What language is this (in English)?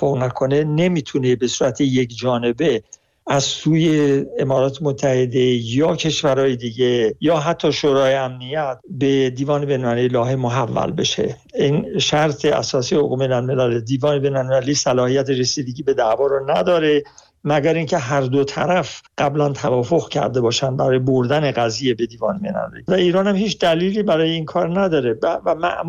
Persian